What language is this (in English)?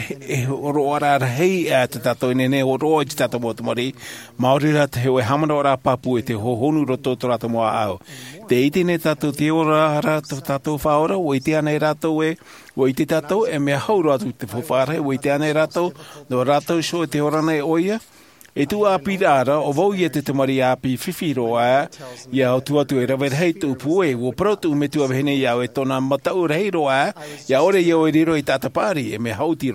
Tahitian